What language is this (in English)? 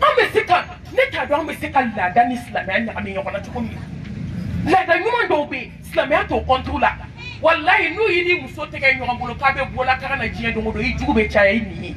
Bambara